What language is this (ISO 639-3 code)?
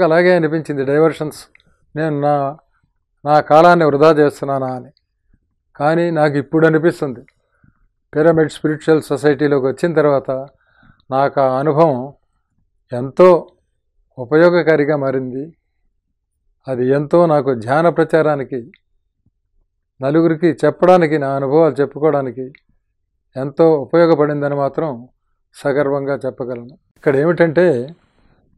tel